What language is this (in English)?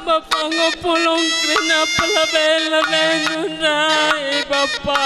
Batak Karo